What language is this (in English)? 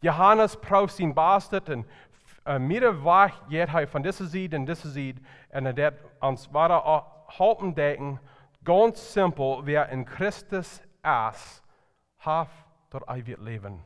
Plautdietsch